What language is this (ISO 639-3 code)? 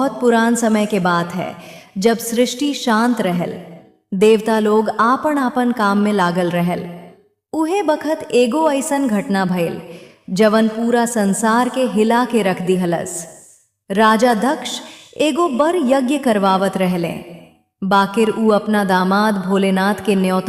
bho